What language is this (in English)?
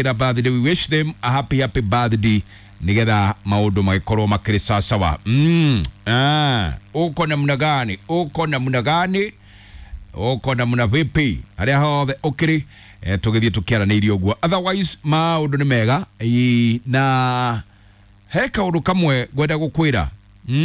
Kikuyu